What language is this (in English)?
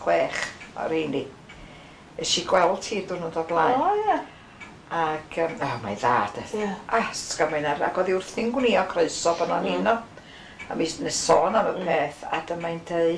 Welsh